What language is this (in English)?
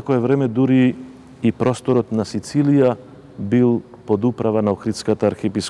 Macedonian